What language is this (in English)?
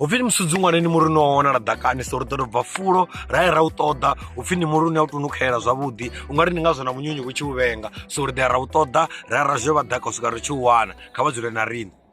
Venda